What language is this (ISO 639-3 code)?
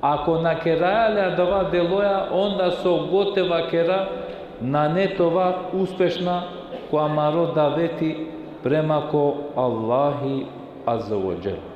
rmn